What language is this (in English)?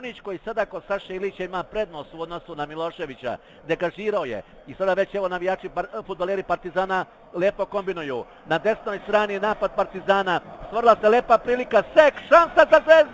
Serbian